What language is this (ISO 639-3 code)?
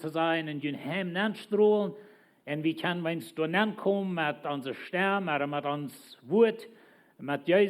pdt